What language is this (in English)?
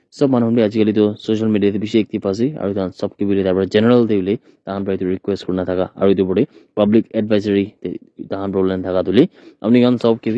Naga Pidgin